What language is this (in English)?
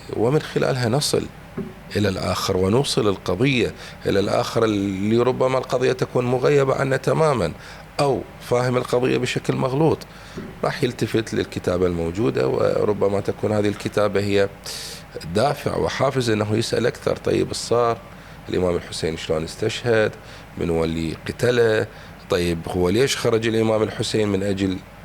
Mesopotamian Arabic